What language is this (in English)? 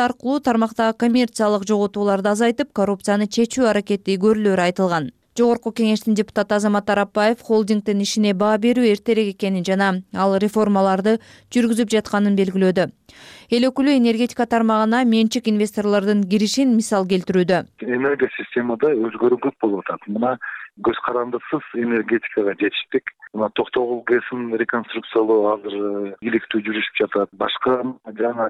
Kyrgyz